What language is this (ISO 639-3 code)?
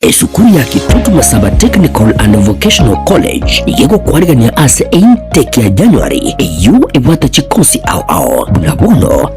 guz